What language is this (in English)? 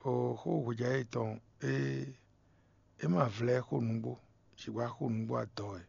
Fon